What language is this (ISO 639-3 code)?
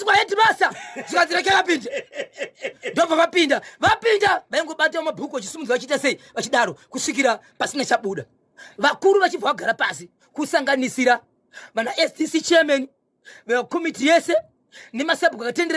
sna